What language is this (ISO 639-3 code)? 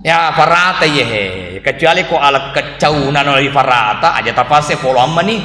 bug